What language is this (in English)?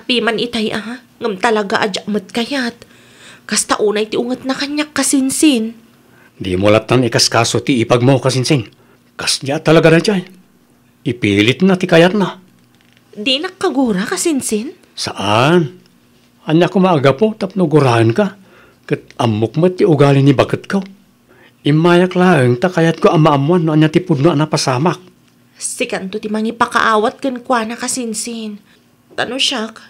Iloko